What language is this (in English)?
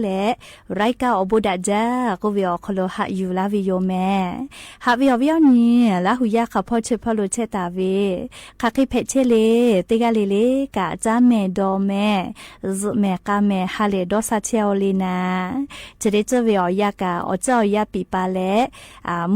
Lahu